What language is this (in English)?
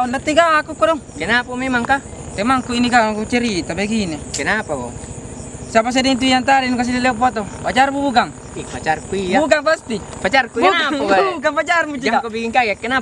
Makassar Malay